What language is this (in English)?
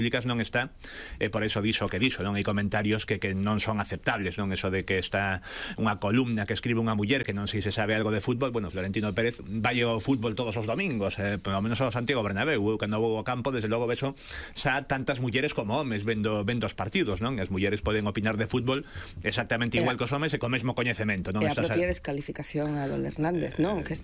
Galician